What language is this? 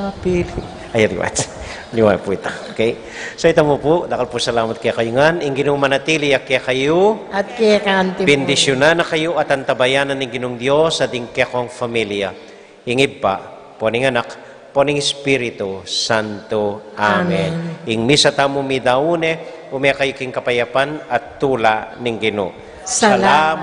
Pampanga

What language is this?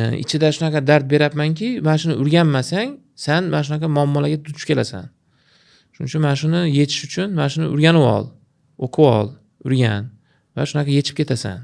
Uzbek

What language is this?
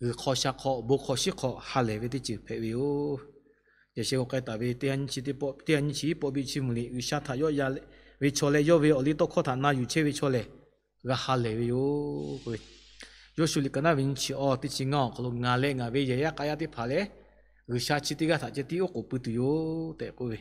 Lahu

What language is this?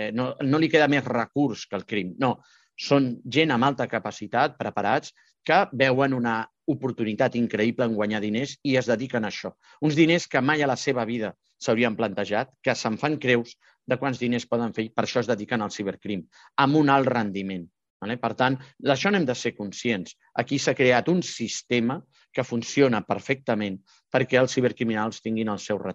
Catalan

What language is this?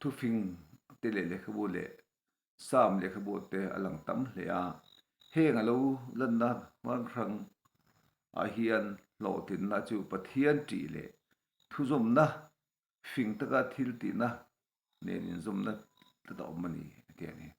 Mizo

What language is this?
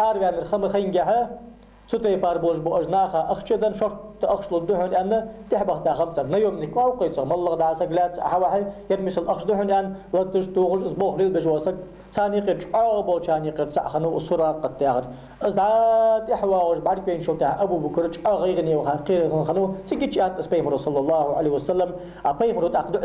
Ingush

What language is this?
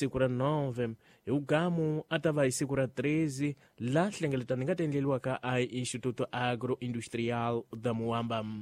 Tsonga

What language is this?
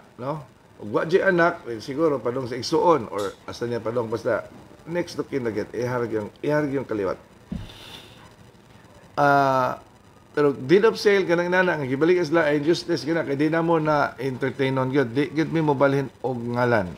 Cebuano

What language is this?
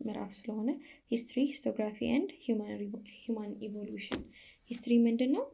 Amharic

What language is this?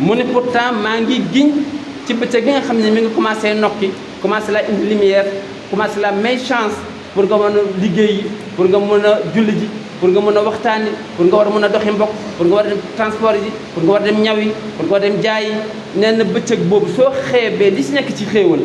Wolof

